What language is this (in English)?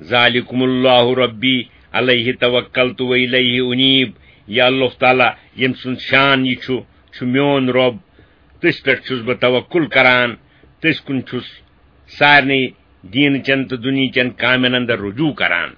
Kashmiri